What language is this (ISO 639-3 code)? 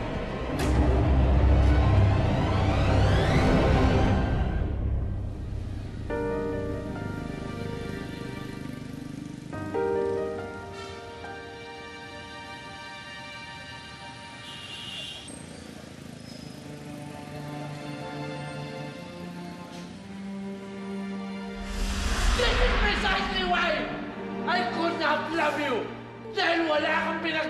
fil